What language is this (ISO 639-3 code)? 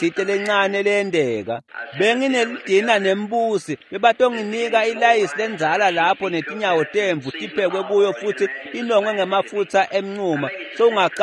ssw